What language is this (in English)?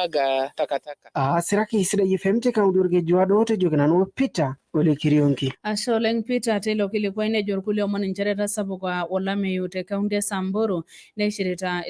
Masai